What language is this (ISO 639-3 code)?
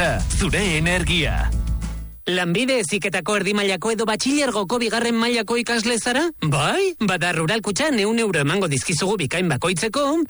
eus